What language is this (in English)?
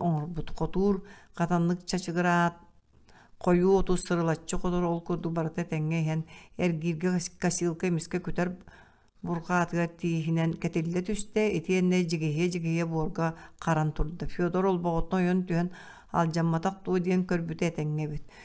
Yakut